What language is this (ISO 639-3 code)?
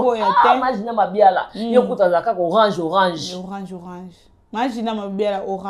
lin